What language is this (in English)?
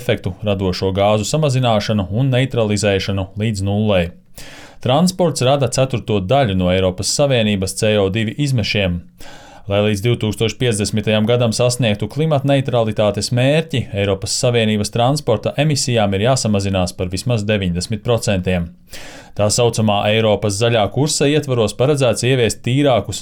Latvian